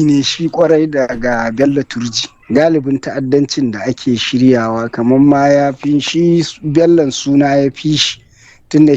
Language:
Hausa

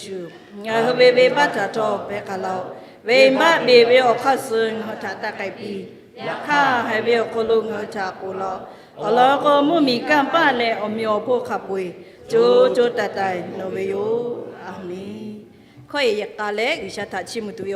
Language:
Lahu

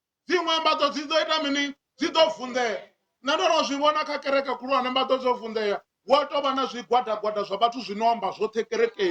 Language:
Venda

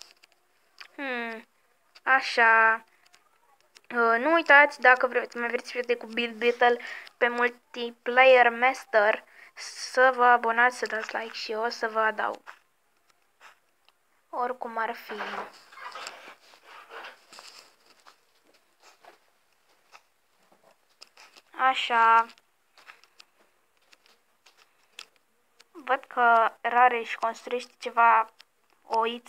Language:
Romanian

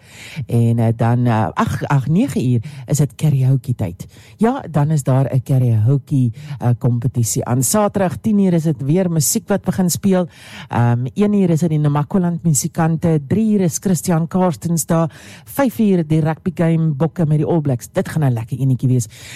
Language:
Afrikaans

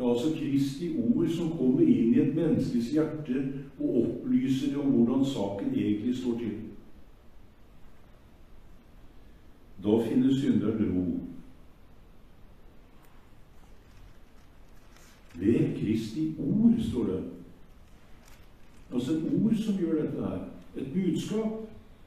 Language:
Norwegian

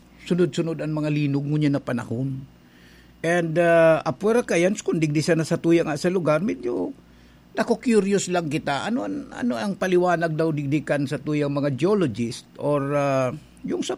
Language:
Bikol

